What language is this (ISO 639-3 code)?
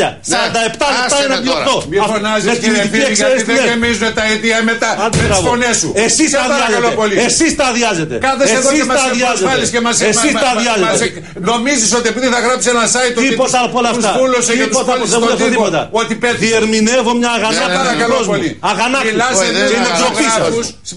ell